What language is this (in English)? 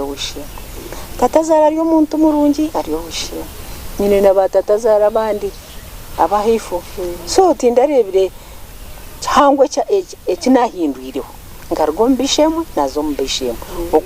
Nyankole